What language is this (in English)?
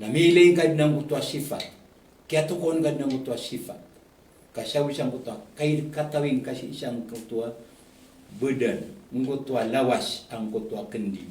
Maranao